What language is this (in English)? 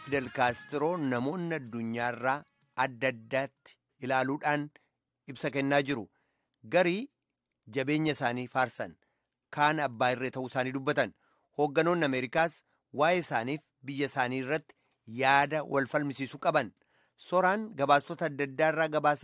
Oromo